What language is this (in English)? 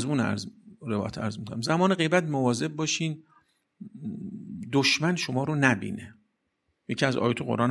Persian